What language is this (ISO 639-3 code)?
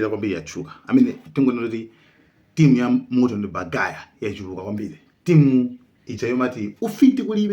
nya